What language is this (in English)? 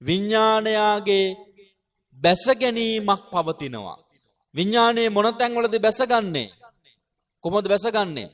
Sinhala